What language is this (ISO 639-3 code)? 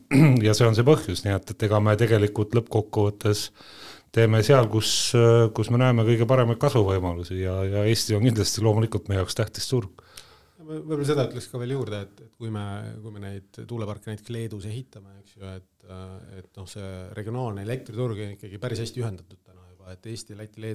est